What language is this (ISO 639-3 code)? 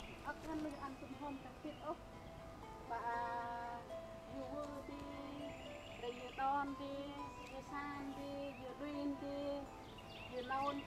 cmo